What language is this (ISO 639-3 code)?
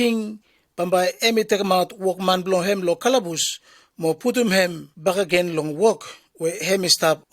bis